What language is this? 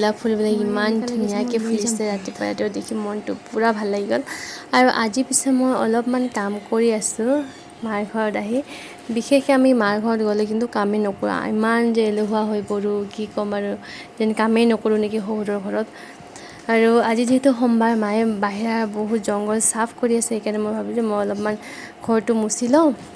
Assamese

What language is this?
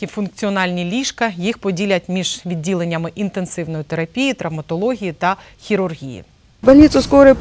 Ukrainian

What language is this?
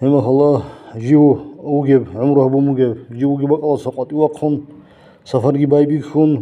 Avaric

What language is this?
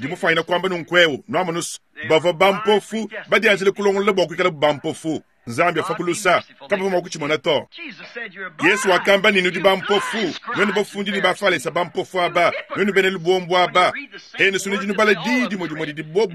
Luba-Lulua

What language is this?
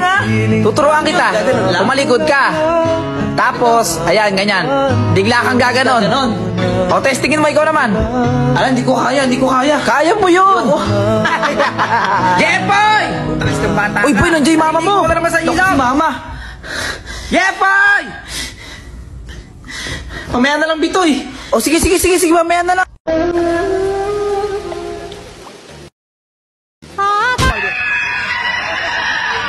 Filipino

